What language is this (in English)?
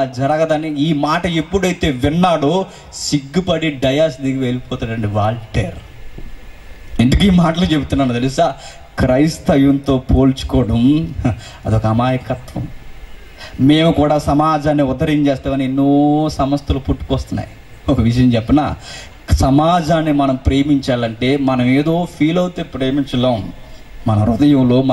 Telugu